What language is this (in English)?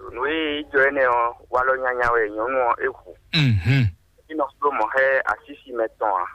Fon